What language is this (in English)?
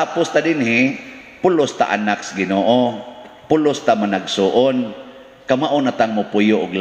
Cebuano